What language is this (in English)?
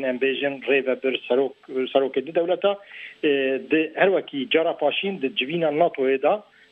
Kurdish